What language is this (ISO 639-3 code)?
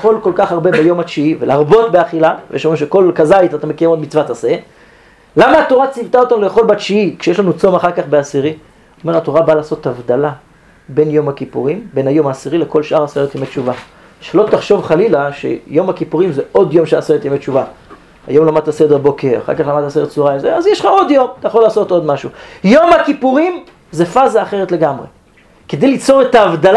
heb